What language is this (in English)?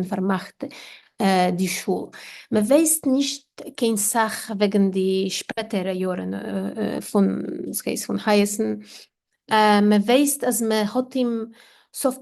Yiddish